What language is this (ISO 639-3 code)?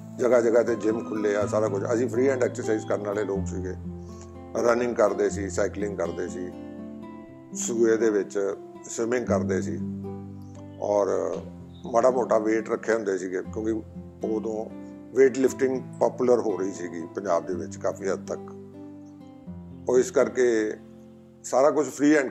pan